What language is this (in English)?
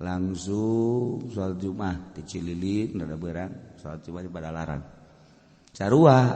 Sundanese